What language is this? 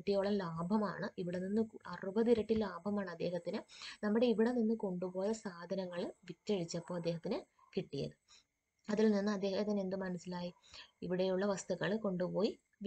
Malayalam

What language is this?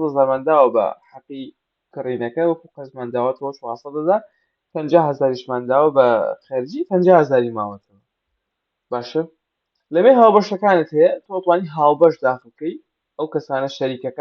Central Kurdish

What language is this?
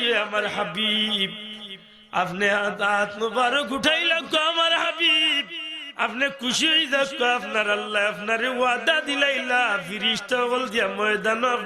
Sylheti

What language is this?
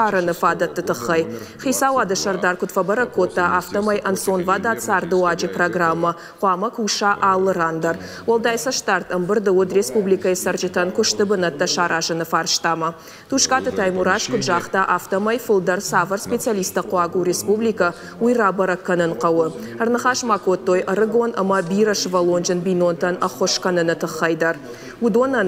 Ossetic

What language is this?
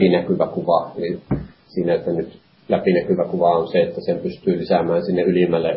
Finnish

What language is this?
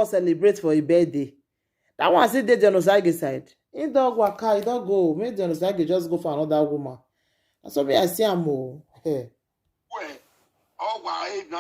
Nigerian Pidgin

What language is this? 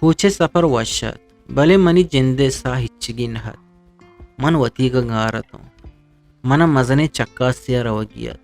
Eastern Balochi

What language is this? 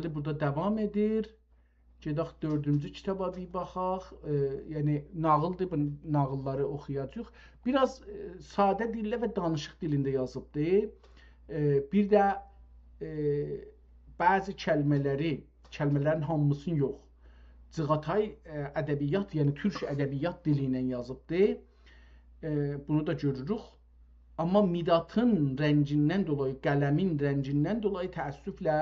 South Azerbaijani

